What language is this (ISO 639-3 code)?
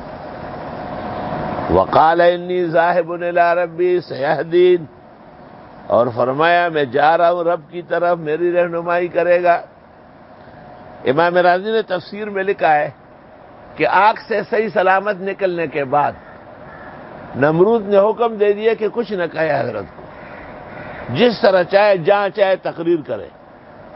urd